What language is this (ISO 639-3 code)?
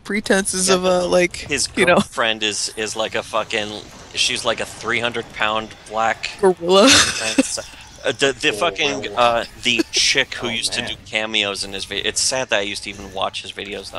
eng